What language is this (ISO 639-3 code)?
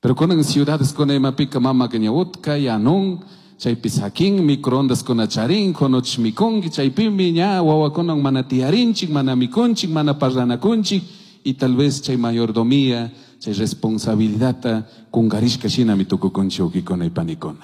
qug